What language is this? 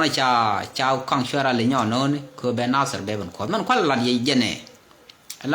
Nuer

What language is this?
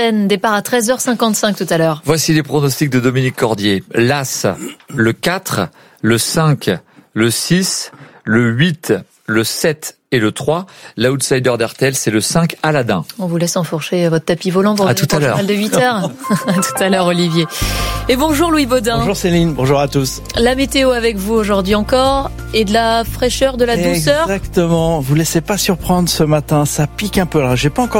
French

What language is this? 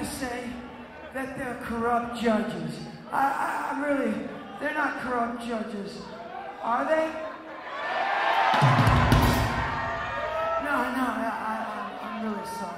English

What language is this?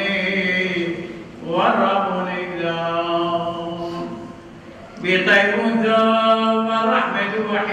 Arabic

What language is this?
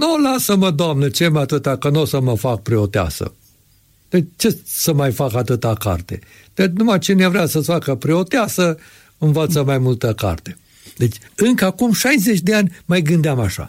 Romanian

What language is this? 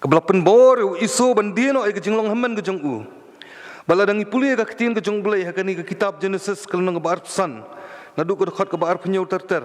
Khasi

